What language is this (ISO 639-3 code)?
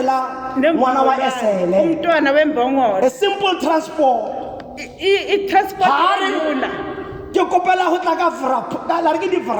tsn